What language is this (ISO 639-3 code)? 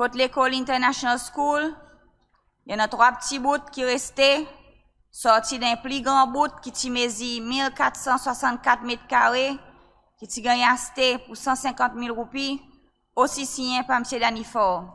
crs